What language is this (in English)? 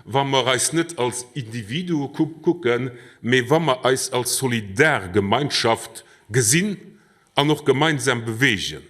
Luxembourgish